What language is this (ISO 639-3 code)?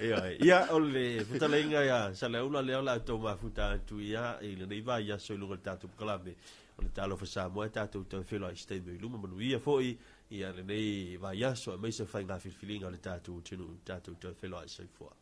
smo